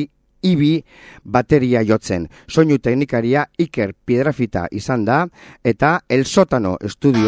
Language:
Basque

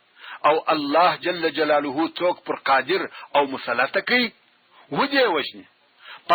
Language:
Pashto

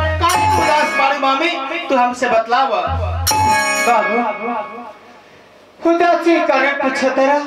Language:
Bhojpuri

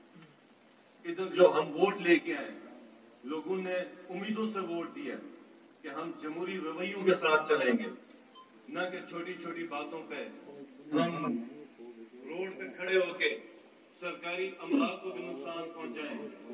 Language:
Urdu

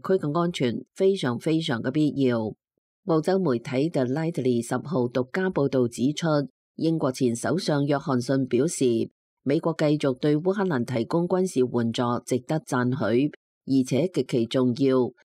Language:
Cantonese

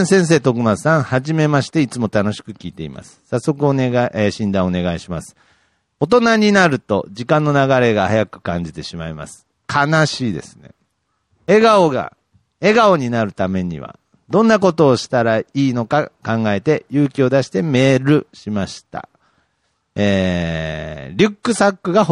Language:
Japanese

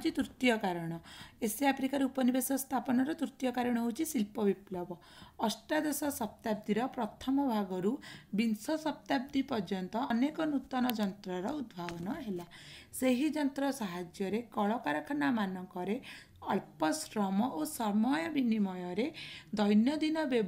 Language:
Odia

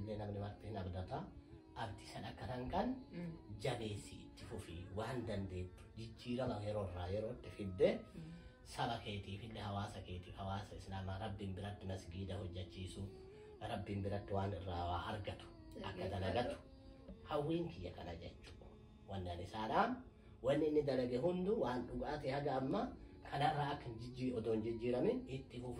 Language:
Oromo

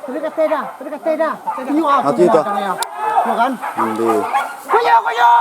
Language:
Minangkabau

